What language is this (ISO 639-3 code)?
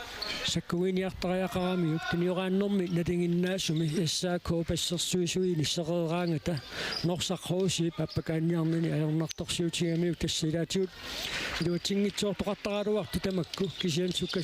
kal